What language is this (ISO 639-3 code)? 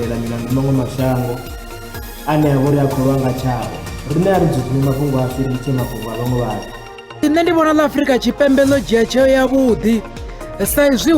ven